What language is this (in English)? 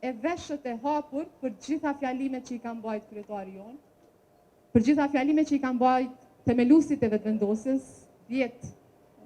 Albanian